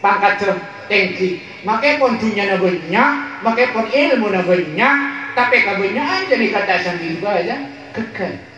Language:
Madurese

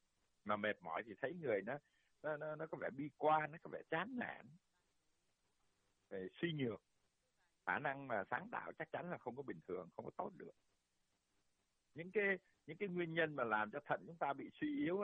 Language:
Vietnamese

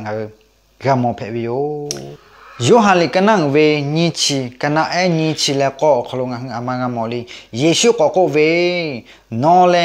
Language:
Lahu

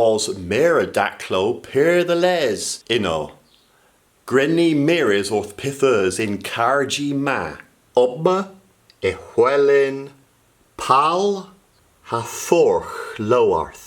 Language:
Cornish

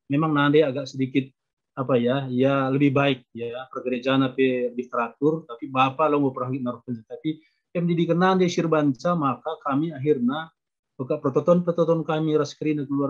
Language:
Batak Karo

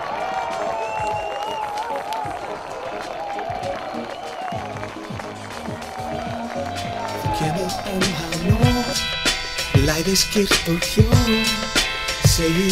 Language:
Icelandic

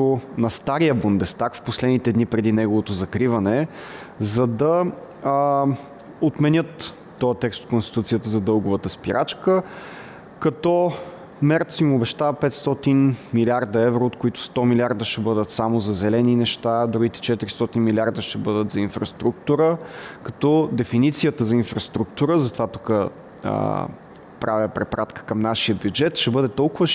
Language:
Bulgarian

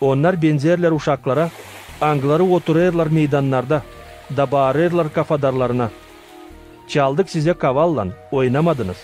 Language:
Gagauz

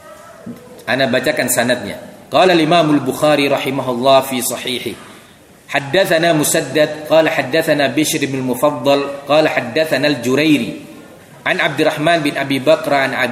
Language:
Indonesian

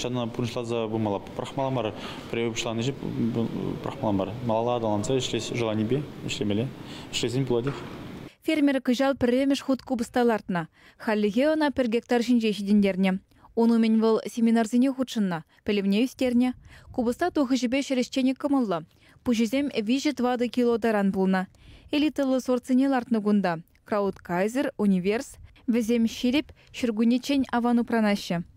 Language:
Chuvash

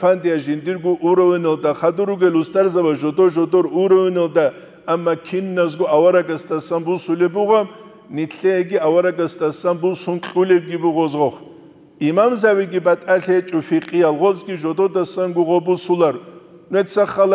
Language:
Avaric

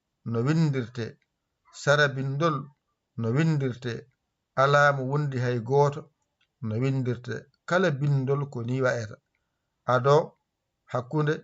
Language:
Fula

